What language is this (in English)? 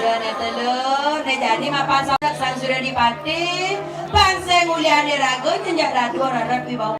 Balinese